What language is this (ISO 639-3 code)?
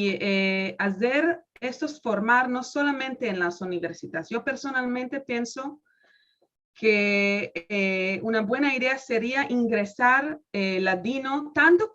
lad